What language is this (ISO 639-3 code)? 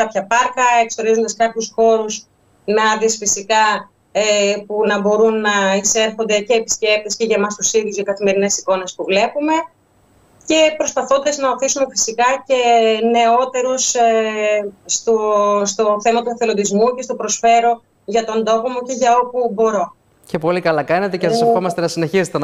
ell